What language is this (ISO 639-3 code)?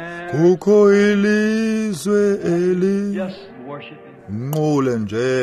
xho